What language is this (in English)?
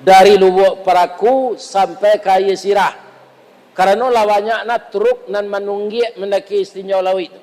Minangkabau